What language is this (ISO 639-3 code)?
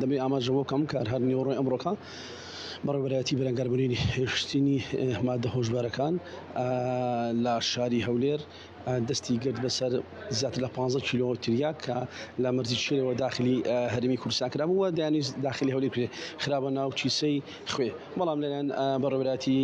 ckb